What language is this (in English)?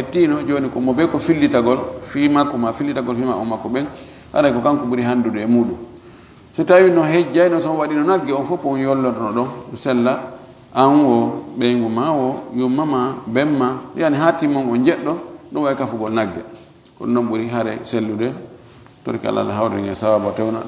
Fula